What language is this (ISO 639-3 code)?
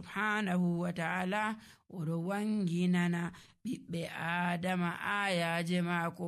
fuv